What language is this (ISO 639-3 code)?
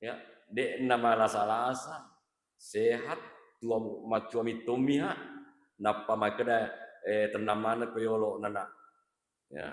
bug